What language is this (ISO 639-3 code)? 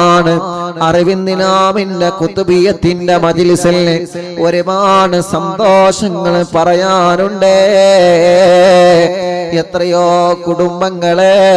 mal